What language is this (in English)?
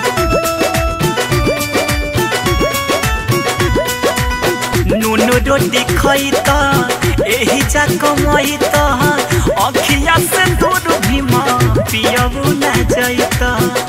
Bhojpuri